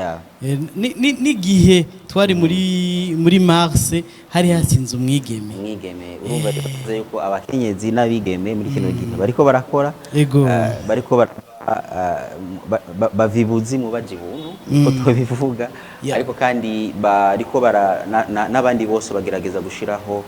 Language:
Rundi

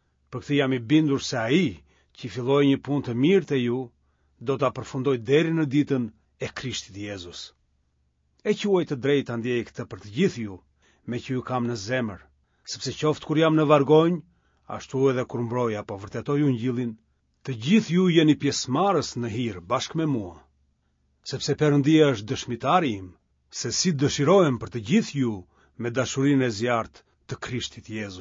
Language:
Albanian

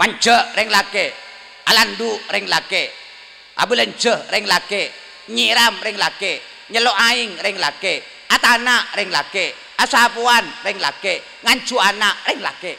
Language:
Madurese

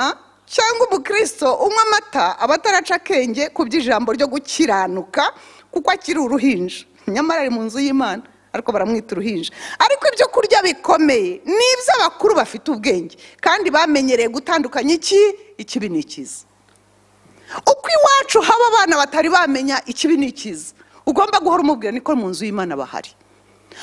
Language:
Kinyarwanda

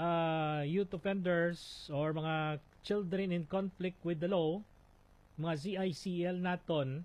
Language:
Hiligaynon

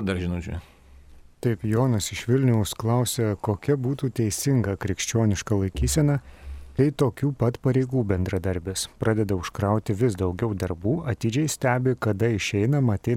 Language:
Lithuanian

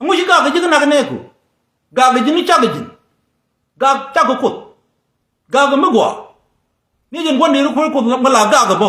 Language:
Nuer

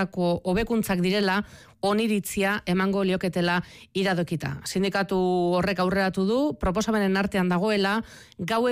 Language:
Basque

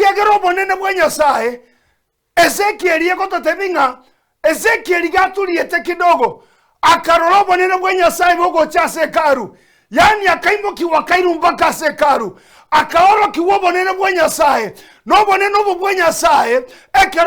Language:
Gusii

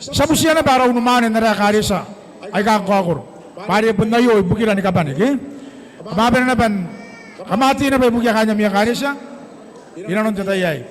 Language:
Gilbertese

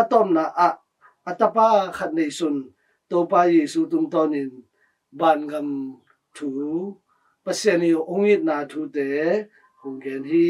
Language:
Tedim Chin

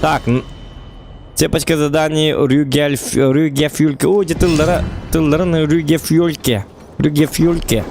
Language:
Yakut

